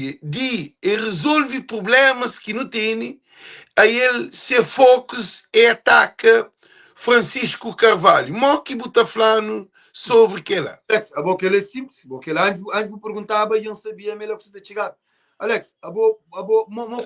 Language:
Kabuverdianu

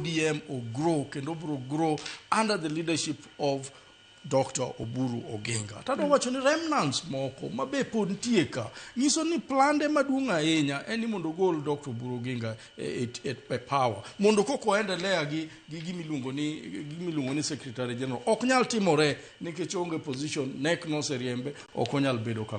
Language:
Luo (Kenya and Tanzania)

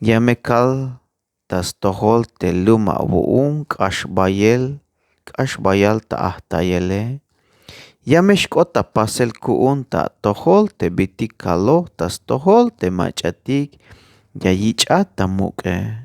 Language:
Tzeltal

